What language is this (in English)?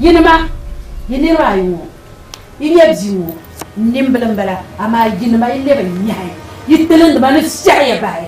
Dagbani